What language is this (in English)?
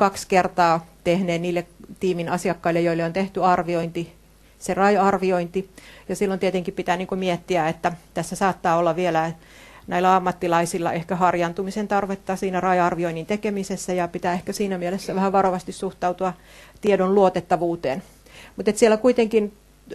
Finnish